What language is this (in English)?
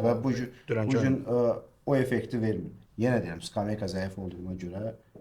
Azerbaijani